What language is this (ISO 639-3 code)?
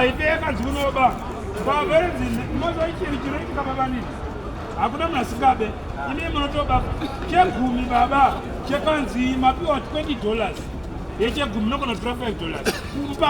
sna